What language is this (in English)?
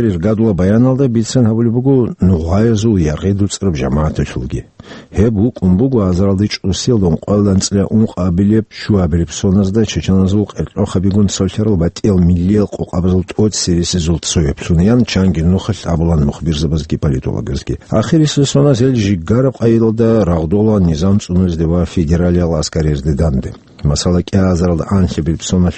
Avaric